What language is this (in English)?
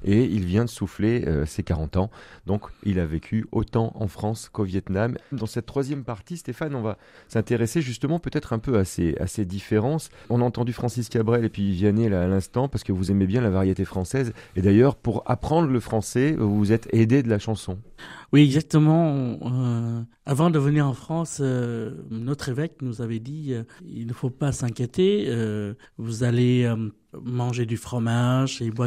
French